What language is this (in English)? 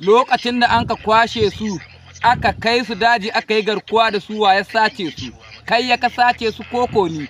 Hausa